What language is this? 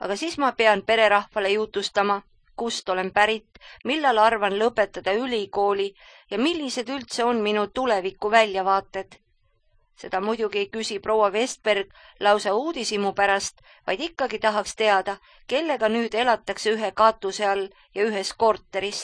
Estonian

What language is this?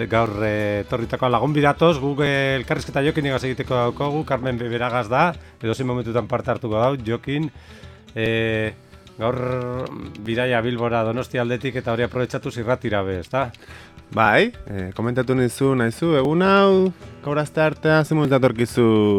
Basque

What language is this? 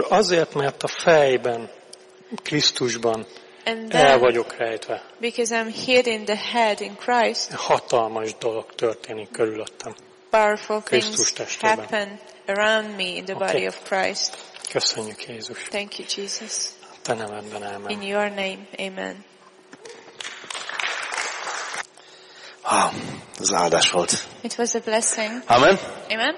Hungarian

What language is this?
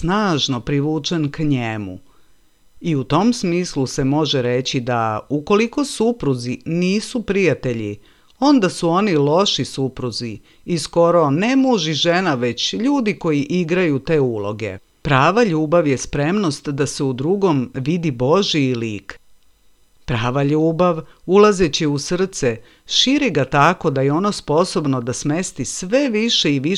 Serbian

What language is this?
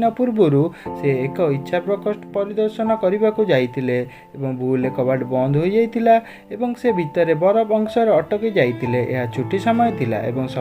Odia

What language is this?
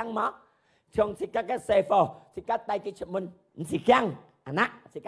Hakka Chinese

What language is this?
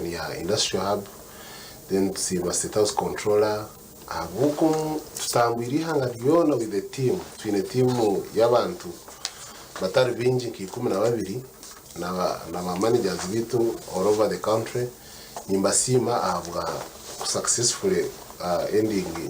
Nyankole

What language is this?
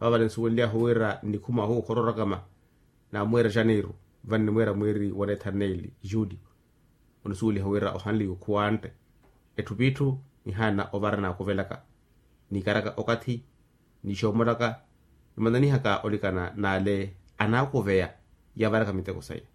Makhuwa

